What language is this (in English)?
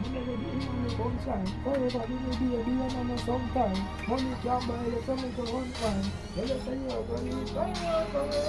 Jamaican Creole English